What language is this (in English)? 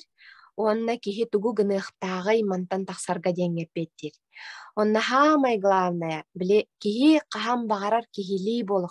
Yakut